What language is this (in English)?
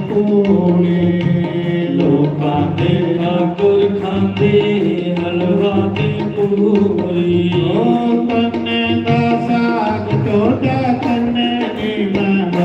Dogri